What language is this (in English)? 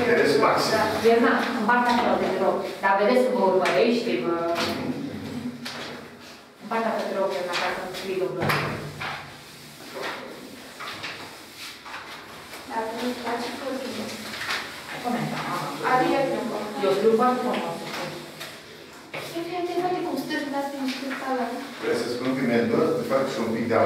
Romanian